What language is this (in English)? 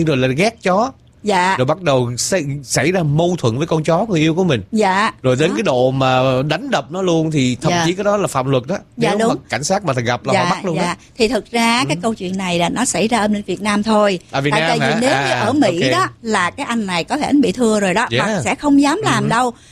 Vietnamese